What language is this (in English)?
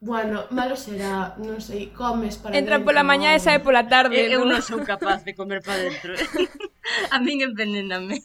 Galician